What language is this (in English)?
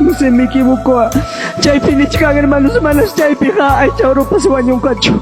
Ayacucho Quechua